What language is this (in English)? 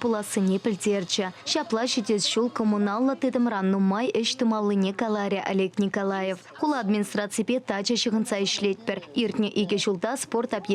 Chuvash